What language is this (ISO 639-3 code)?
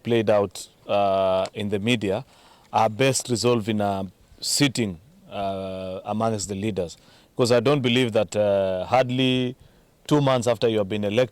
mer